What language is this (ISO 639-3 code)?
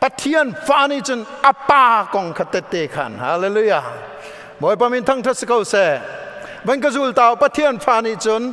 cnh